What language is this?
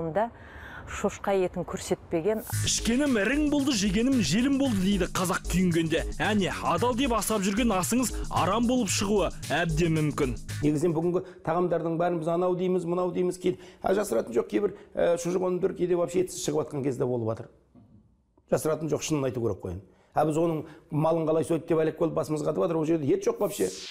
Kazakh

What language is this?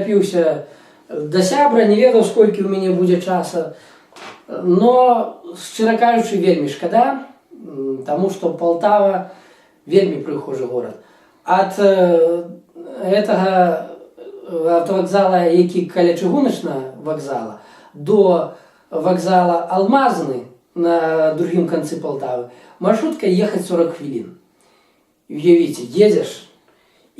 Belarusian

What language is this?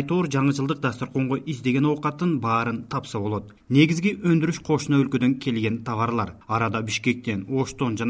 Kyrgyz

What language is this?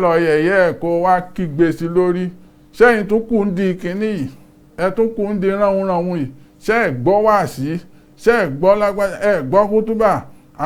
Yoruba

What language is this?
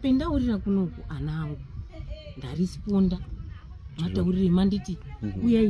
Shona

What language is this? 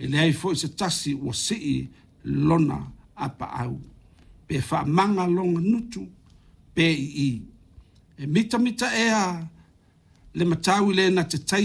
Samoan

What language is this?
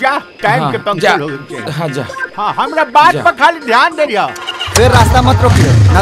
Bhojpuri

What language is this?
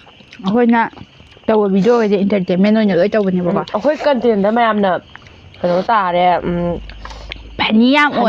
Manipuri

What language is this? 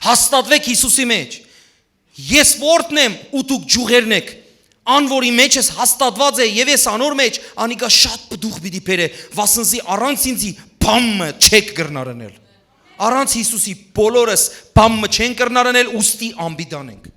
Western Armenian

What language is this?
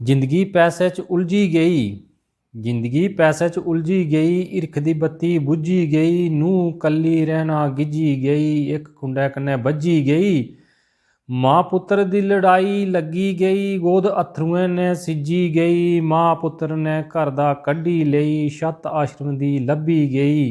Dogri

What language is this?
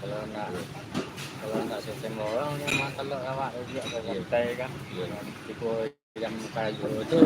Minangkabau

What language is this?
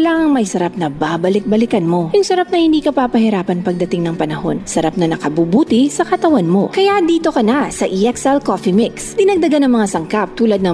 Filipino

